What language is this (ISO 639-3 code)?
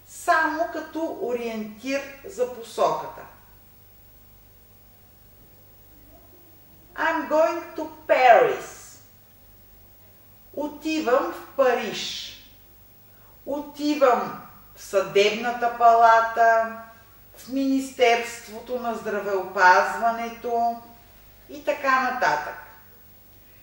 bul